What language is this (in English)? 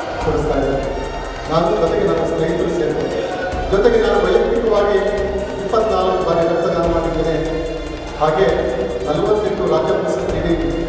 Kannada